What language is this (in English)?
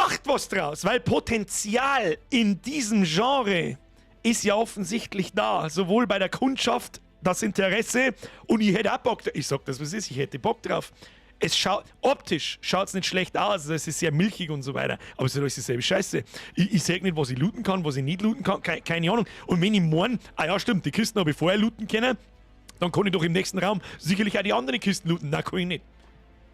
Bavarian